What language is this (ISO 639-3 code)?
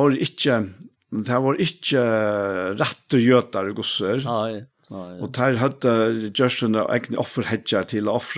fao